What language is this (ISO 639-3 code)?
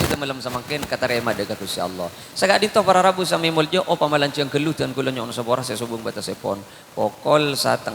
mad